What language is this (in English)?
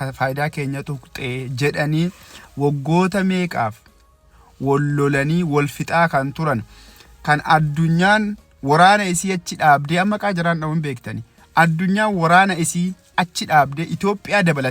Oromo